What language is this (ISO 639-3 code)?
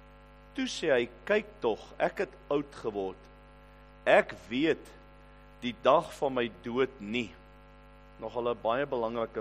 afr